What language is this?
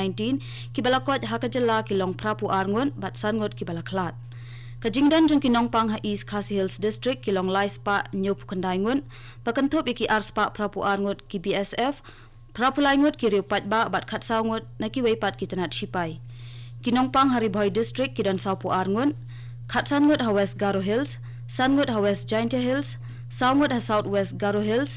Khasi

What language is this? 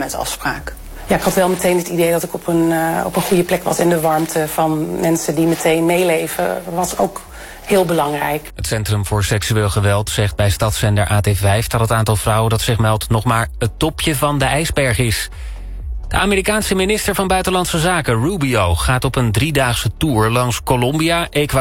Dutch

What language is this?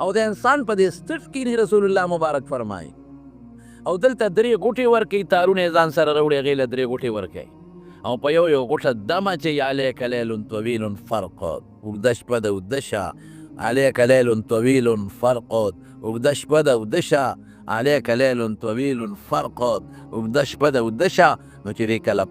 Pashto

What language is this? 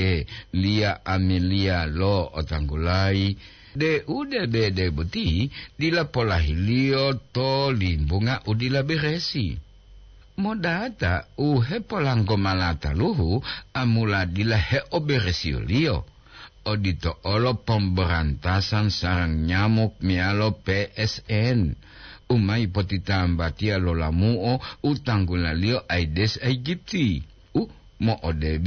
Gorontalo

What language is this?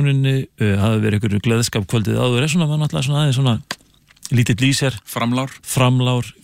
Icelandic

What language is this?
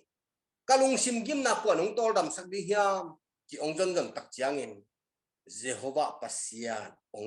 Tedim Chin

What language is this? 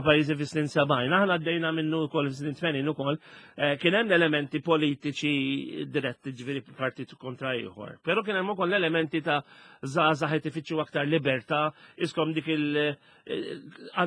Maltese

